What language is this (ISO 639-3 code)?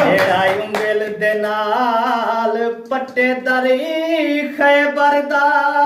bgp